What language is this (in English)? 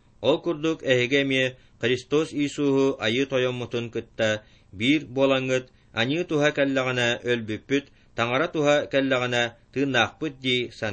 Yakut